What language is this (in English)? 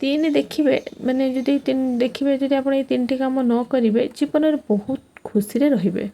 Odia